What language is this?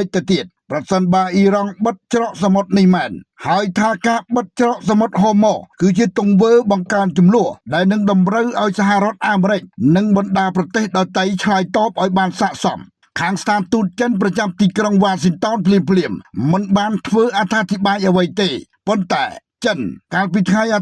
Khmer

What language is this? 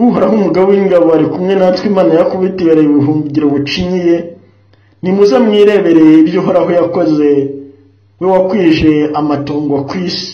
Kinyarwanda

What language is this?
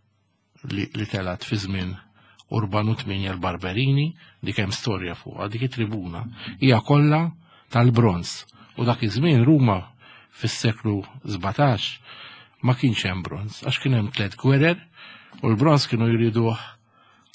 Maltese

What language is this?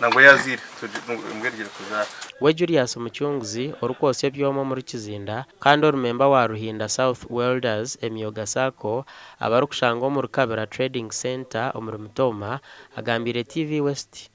Nyankole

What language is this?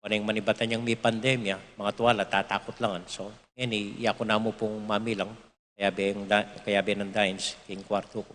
Pampanga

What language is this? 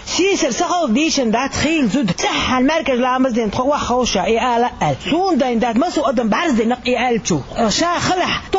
Chechen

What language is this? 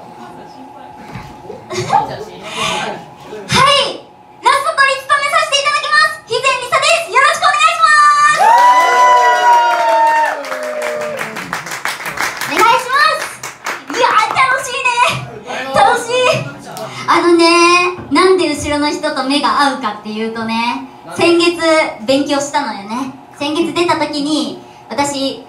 Japanese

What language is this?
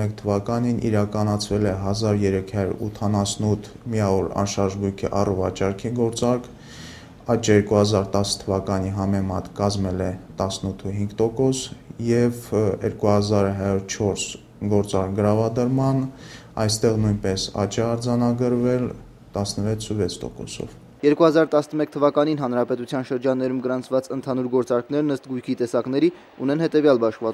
Armenian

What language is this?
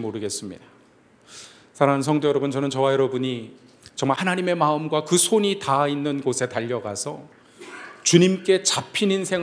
Korean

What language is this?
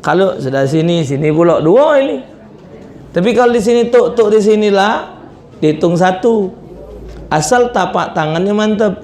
Musi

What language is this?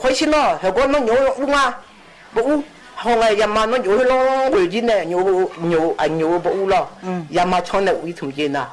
Akha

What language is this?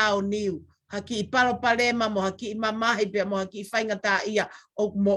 Tongan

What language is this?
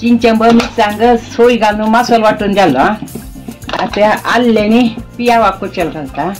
Konkani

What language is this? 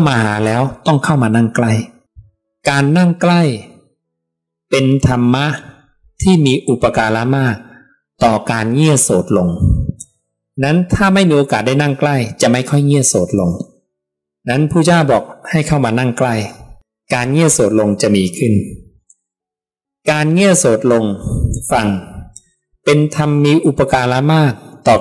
Thai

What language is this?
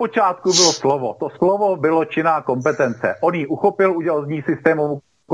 Czech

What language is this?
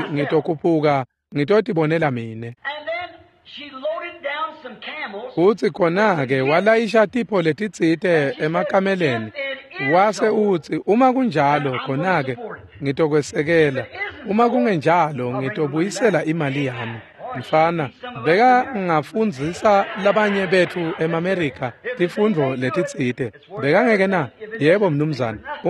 Swati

